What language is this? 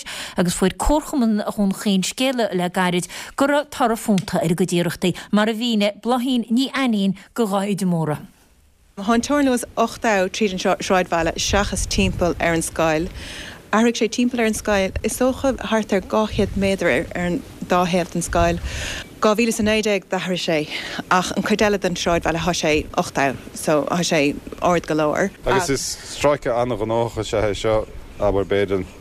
Irish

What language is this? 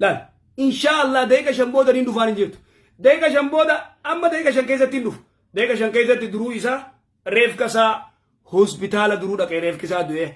Oromo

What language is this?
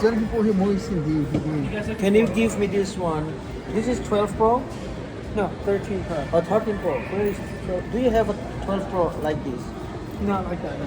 Hakha Chin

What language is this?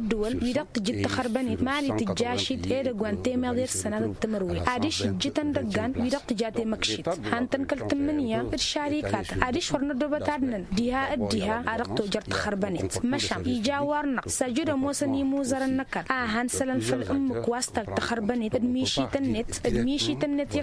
Tamasheq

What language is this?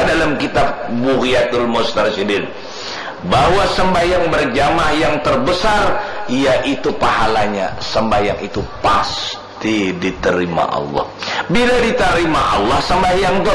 Banjar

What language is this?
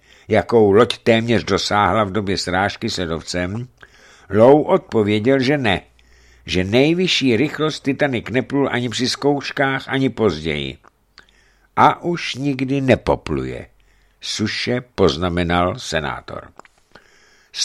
Czech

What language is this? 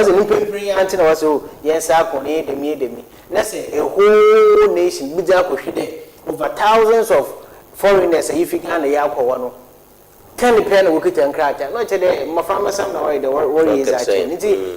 Akan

